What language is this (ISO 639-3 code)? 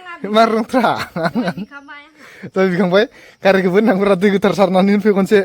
brx